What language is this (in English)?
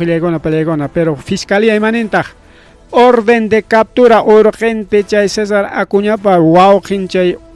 Ayacucho Quechua